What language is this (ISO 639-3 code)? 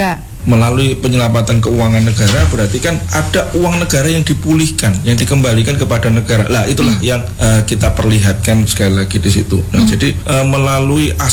ind